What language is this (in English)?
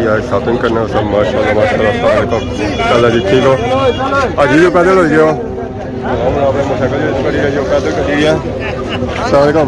Pahari-Potwari